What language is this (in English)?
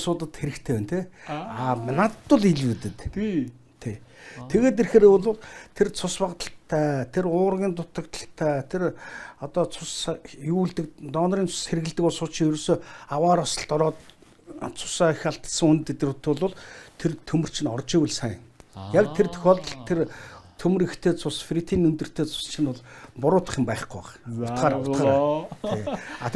Mongolian